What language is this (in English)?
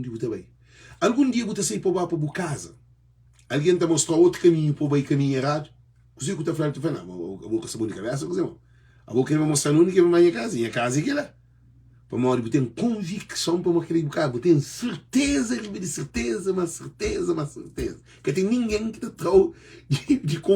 Kabuverdianu